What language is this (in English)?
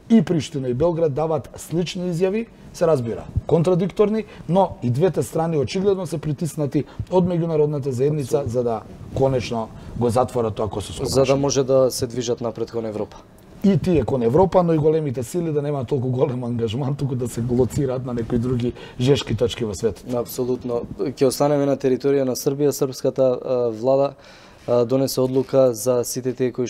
Macedonian